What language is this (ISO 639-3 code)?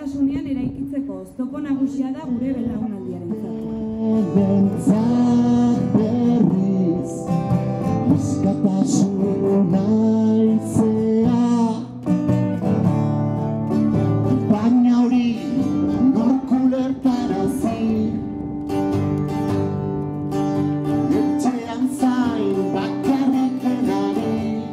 eus